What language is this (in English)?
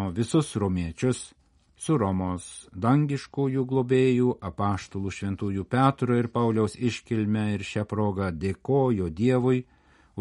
Lithuanian